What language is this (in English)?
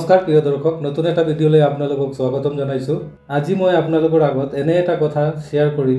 Assamese